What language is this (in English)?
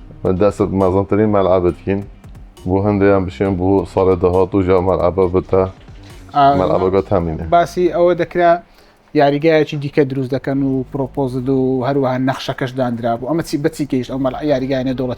Kurdish